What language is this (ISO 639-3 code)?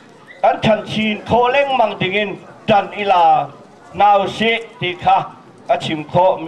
cnh